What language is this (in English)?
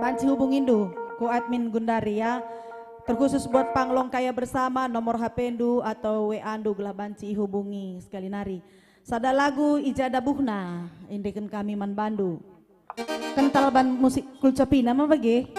Batak Karo